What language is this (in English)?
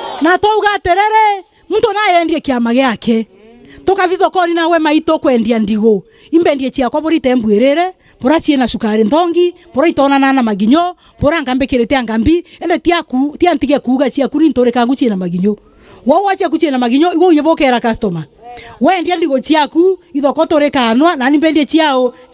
Meru